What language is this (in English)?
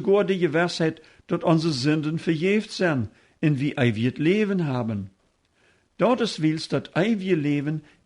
Plautdietsch